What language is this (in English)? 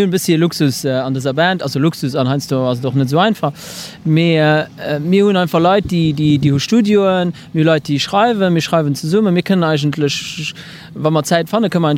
Luxembourgish